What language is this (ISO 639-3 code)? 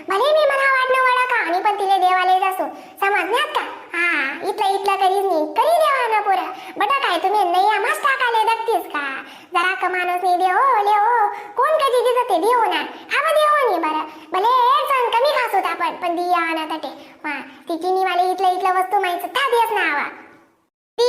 khn